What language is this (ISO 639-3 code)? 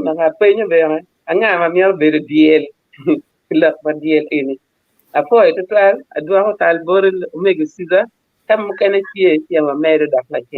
ach